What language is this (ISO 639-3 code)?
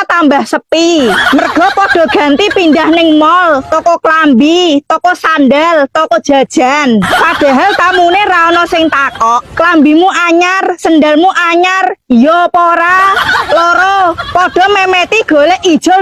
jav